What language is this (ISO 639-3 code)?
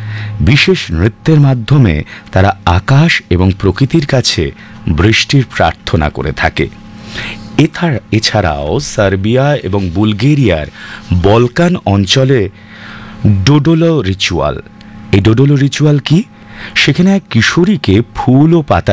ben